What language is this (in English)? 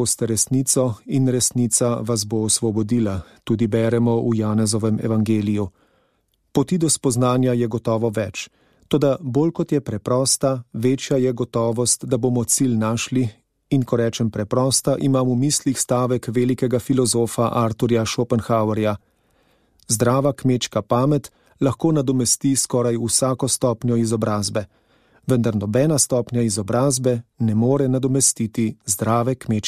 Slovenian